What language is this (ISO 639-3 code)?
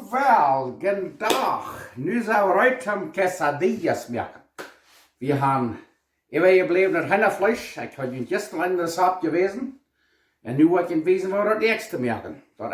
pdt